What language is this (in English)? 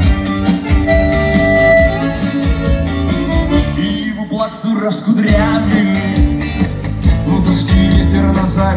Russian